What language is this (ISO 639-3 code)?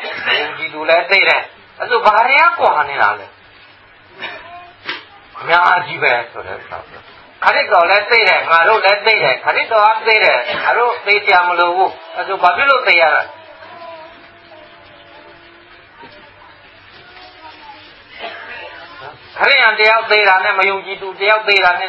mya